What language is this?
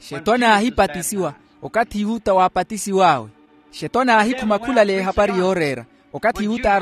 Makhuwa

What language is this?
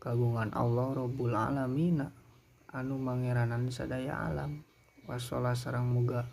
Sundanese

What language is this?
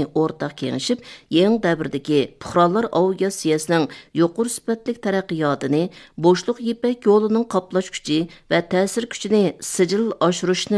Uyghur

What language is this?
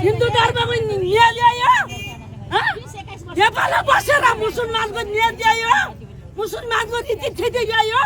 Nepali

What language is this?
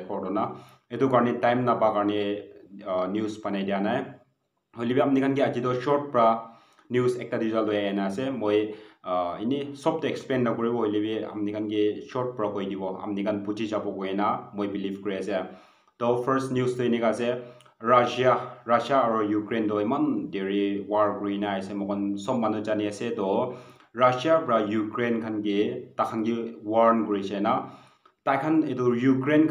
Naga Pidgin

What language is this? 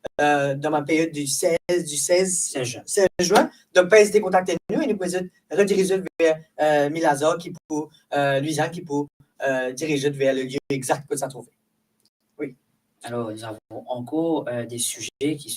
Morisyen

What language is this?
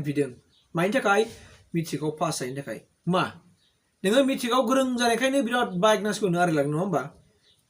Bodo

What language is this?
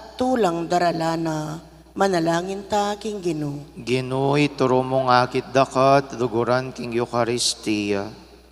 Pampanga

